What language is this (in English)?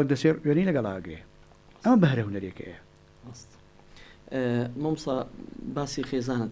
Central Kurdish